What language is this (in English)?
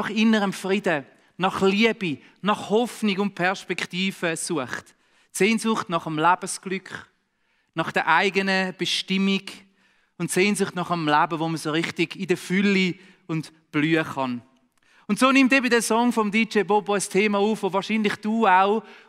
Swiss German